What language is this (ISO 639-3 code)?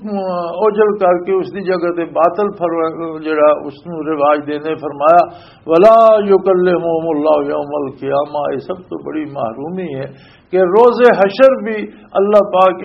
lah